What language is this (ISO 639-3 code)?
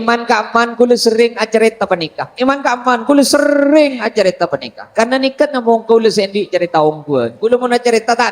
mad